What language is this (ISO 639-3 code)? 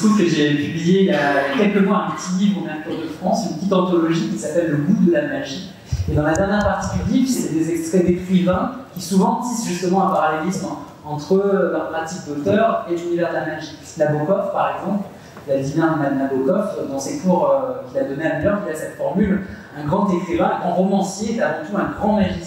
fra